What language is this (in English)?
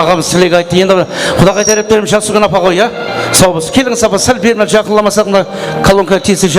Kara-Kalpak